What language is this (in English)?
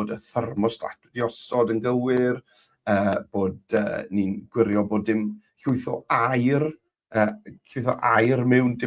Welsh